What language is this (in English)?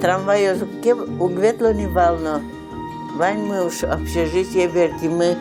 Udmurt